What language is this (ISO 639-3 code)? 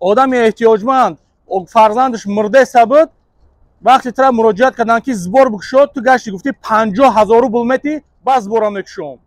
tgk